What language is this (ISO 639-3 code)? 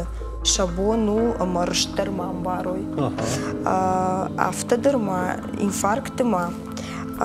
oss